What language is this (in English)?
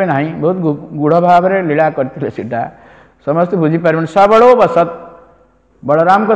Odia